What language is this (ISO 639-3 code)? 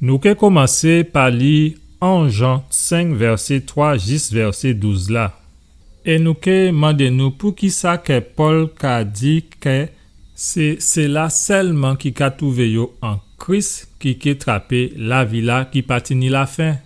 gcf